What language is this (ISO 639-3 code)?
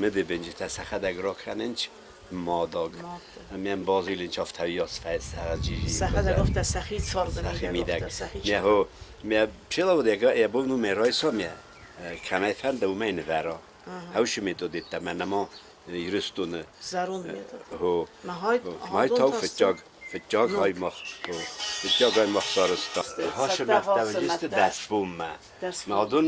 oss